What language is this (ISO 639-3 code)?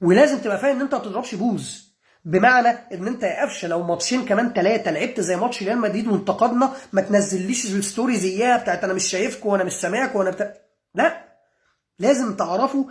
arz